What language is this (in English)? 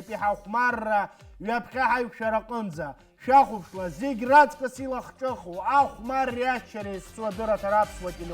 Abkhazian